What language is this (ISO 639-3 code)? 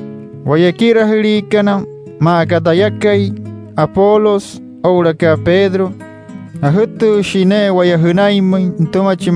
guc